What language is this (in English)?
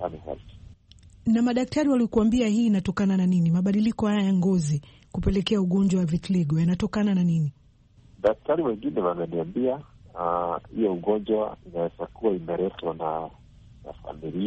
Swahili